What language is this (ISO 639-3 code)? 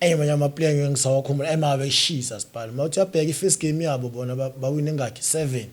zul